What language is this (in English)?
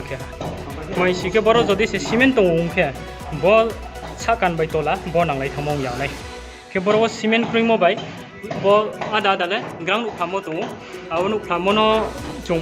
Riang (India)